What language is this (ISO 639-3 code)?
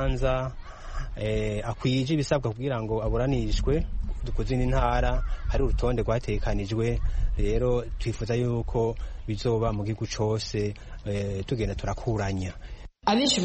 kin